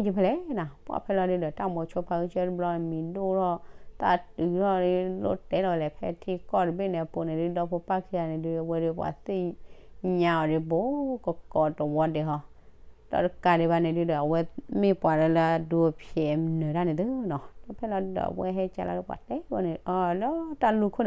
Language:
S'gaw Karen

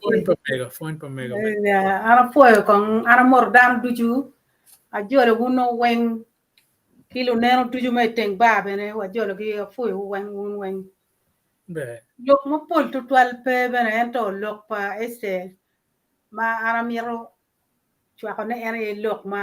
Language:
Acoli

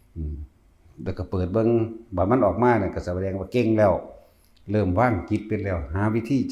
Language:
Northeastern Thai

